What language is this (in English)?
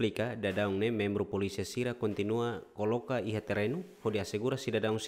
Tetum